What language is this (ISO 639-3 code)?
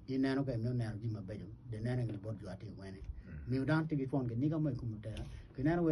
ach